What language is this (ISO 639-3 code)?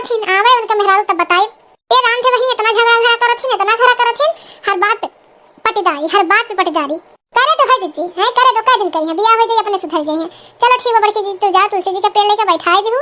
awa